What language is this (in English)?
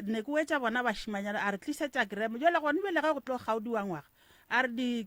Northern Sotho